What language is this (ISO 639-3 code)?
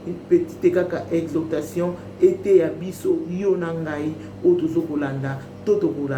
lin